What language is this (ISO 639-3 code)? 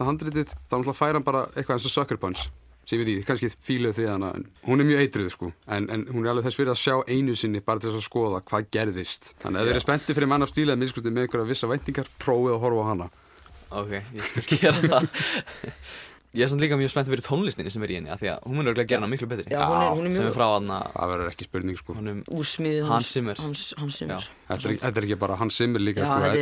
isl